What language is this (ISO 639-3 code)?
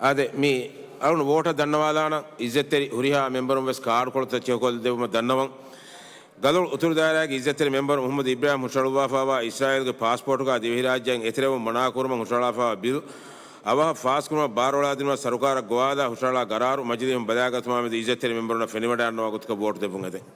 div